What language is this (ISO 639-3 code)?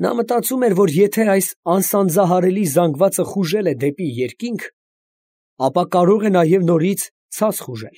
hye